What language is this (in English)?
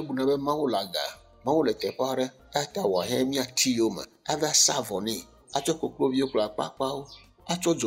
Ewe